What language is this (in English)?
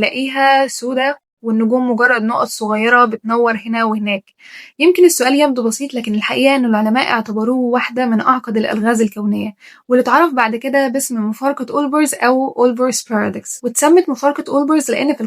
Egyptian Arabic